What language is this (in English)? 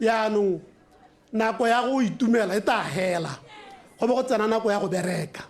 Tswana